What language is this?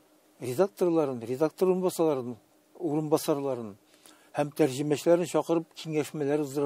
Tatar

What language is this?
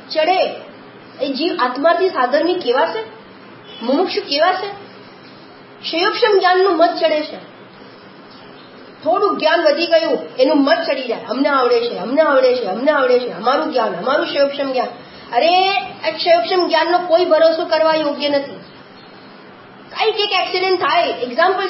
Gujarati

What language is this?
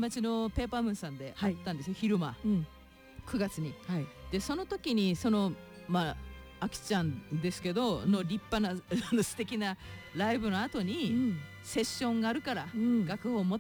Japanese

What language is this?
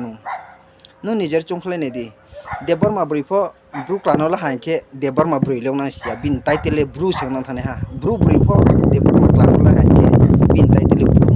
Riang (India)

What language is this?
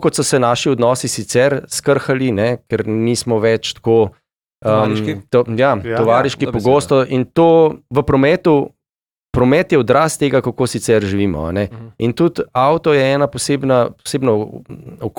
Slovenian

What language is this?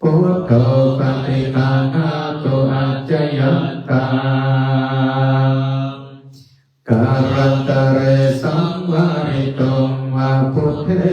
Pali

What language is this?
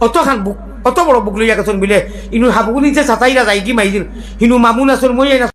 Sylheti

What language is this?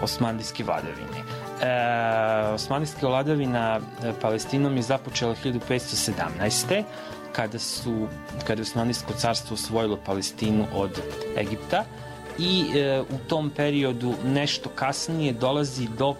Serbian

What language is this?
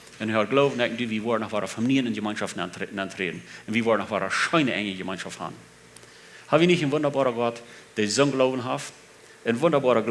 Plautdietsch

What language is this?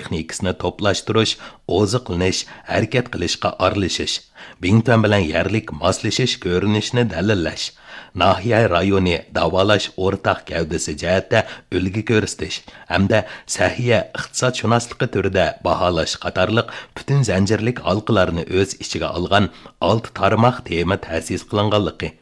Uyghur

